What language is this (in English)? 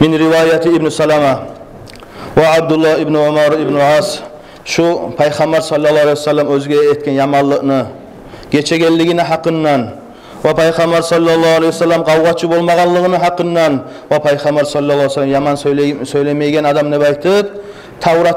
Kumyk